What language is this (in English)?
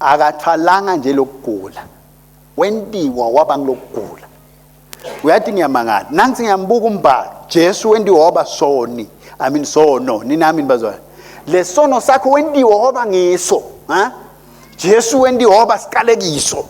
Swati